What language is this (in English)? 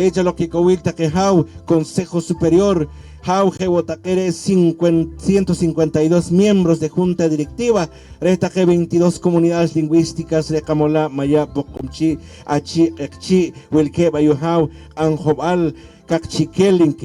Poqomchi'